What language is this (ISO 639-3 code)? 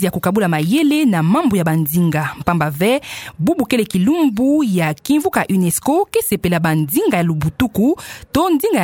ktu